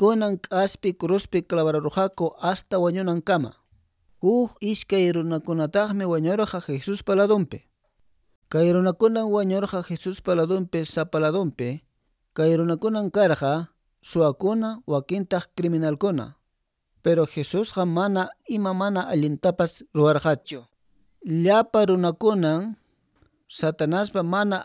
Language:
Quechua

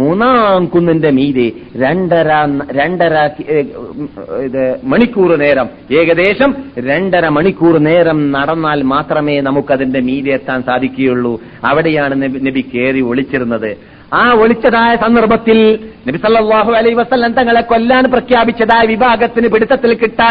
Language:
Malayalam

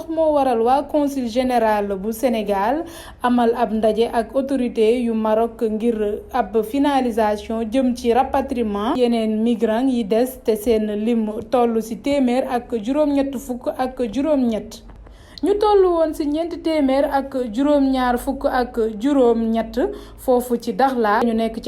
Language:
Wolof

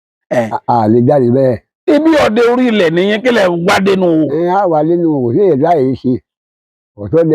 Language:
Yoruba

